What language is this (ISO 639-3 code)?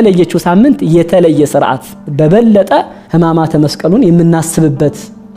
amh